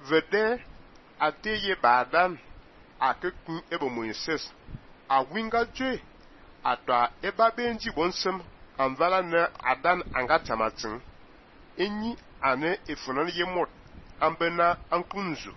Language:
Fang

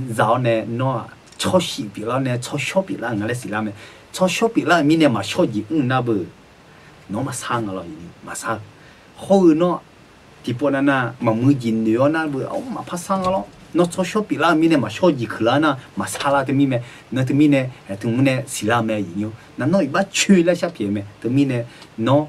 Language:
Akha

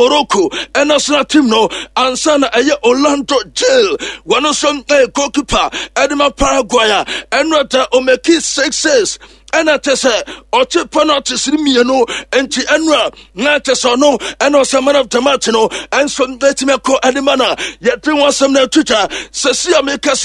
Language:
Akan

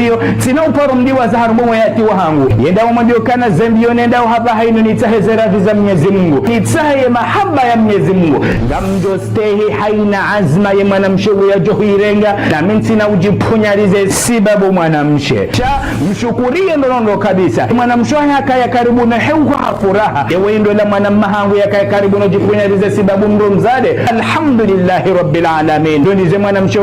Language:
Ngazidja Comorian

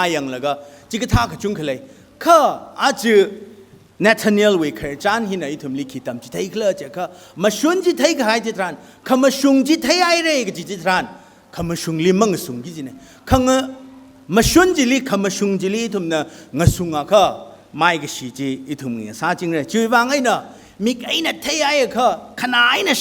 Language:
Tangkhul Naga (India)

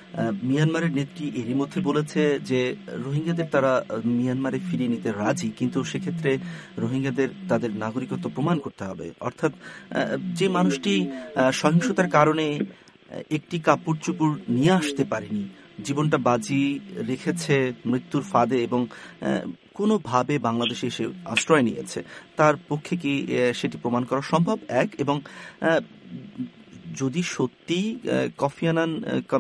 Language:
Bangla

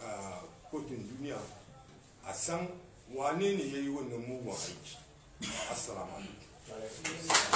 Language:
Hausa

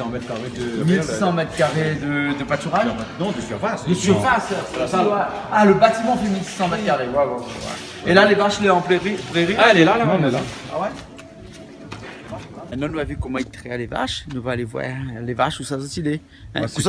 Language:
Réunion Creole French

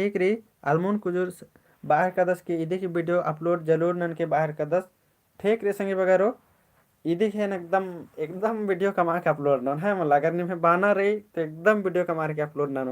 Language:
Kurukh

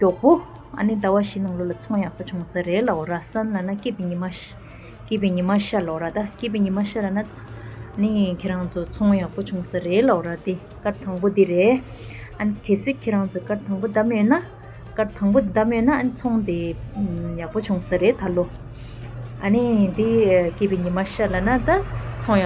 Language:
Tibetan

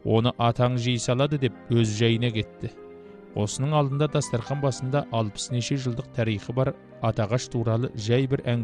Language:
Kazakh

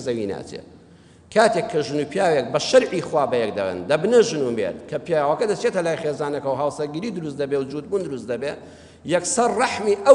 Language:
Central Kurdish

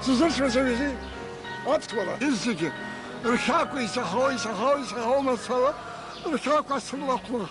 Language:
Abkhazian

